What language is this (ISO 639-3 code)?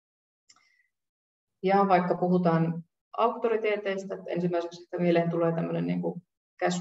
fin